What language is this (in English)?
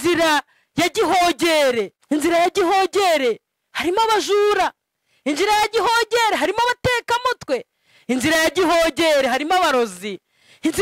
Kinyarwanda